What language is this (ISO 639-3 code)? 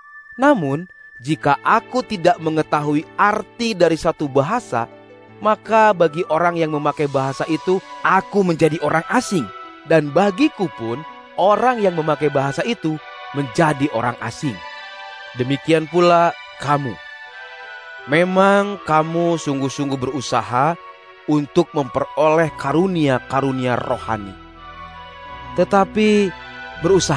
ind